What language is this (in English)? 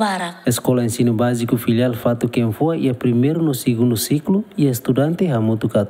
Tetum